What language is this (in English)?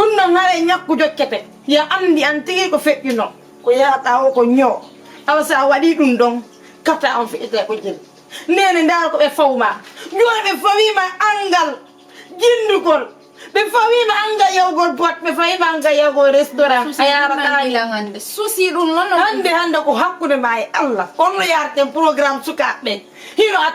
Fula